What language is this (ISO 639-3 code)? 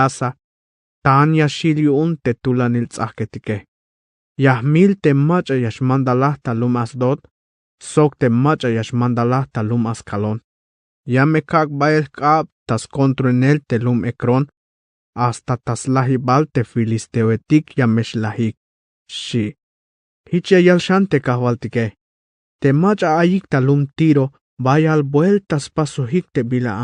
tzh